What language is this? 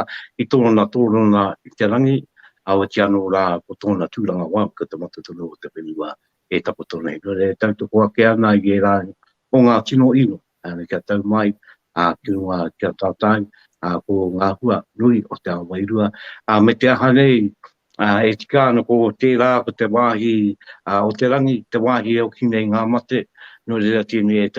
Māori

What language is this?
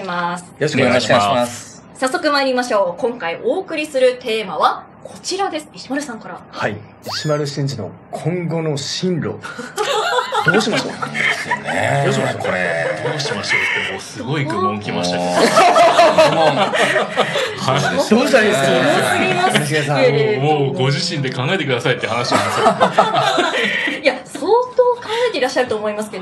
Japanese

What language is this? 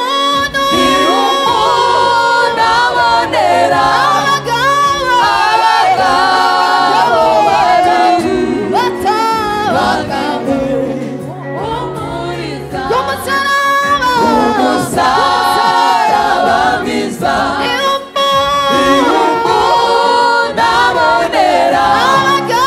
Kinyarwanda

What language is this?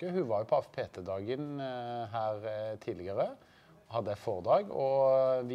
Norwegian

